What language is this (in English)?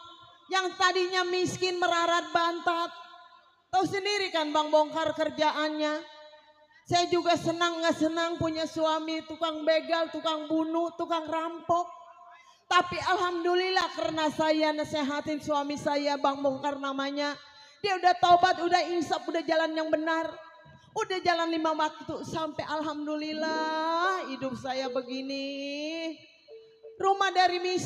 Betawi